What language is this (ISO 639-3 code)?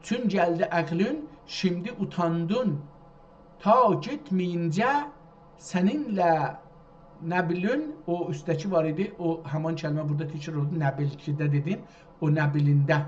azb